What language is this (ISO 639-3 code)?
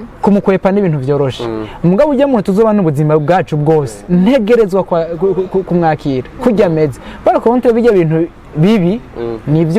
run